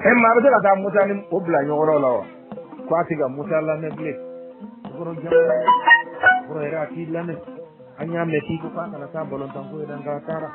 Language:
Bambara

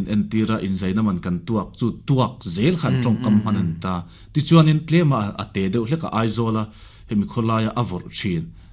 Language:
Mizo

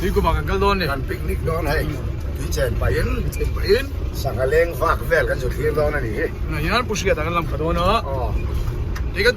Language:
Mizo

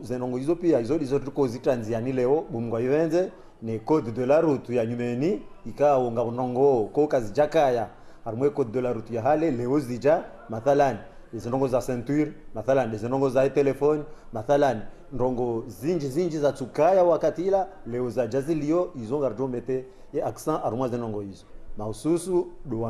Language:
Ngazidja Comorian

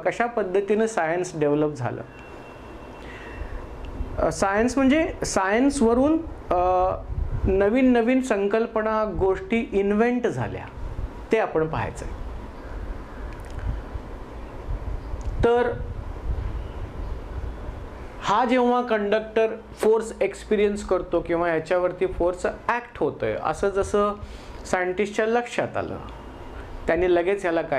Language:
Marathi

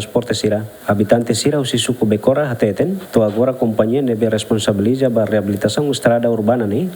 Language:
Tetum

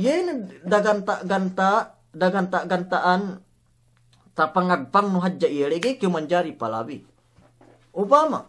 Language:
Yakan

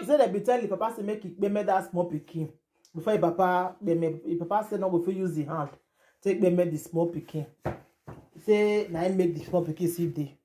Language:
Nigerian Pidgin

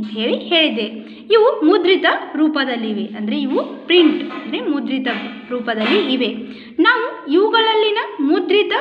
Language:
Kannada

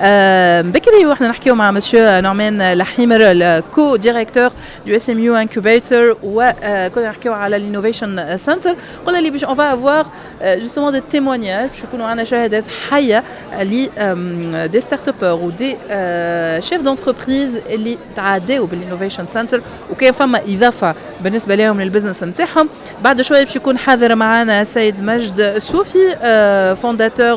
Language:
Tunisian Arabic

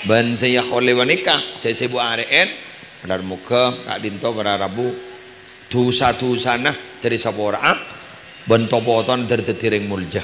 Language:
Madurese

